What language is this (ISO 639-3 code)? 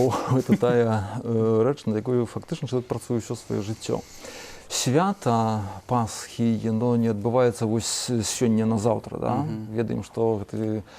bel